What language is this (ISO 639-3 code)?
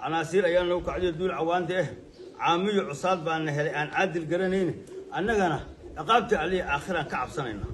som